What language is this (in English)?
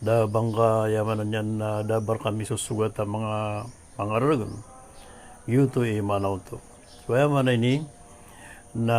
Maranao